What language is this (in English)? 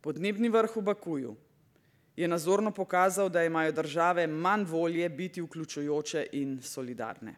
Slovenian